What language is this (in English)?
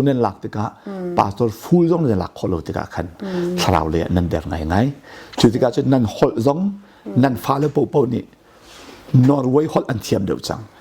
Hakha Chin